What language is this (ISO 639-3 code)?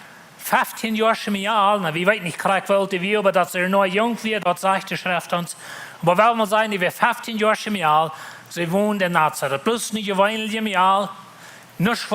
pdt